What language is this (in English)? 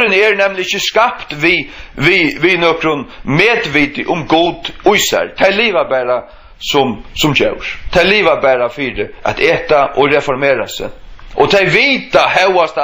Faroese